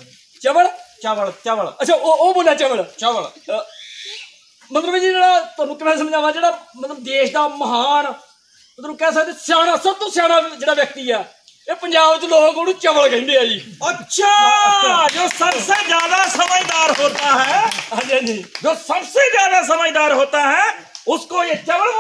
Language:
Punjabi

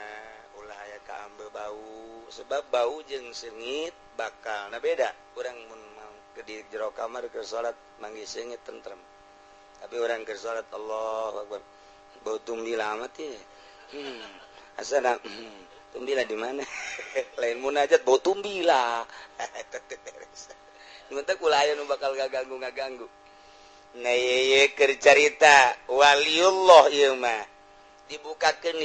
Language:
Sundanese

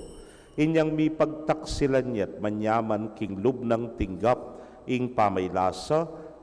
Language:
Pampanga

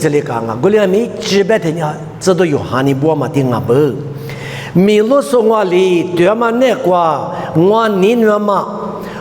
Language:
Lisu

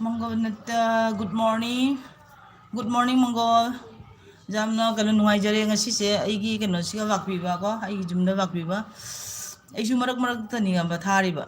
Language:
Manipuri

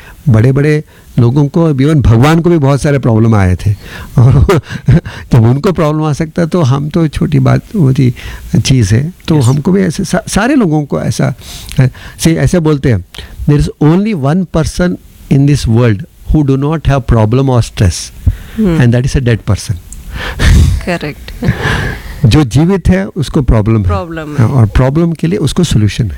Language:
Kannada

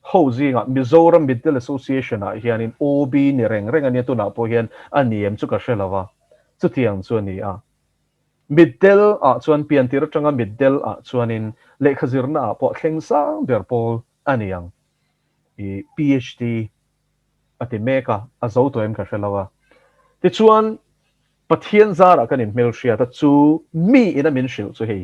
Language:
Mizo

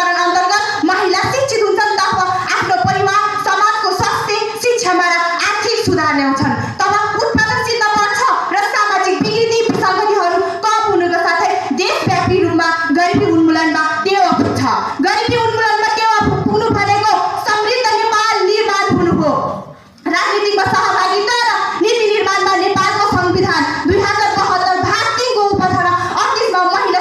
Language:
Nepali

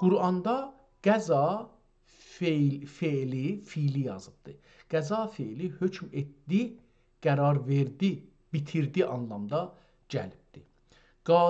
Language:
South Azerbaijani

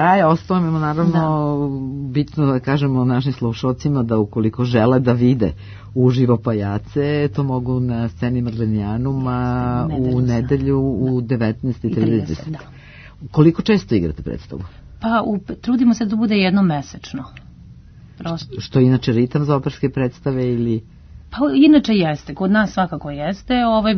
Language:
Serbian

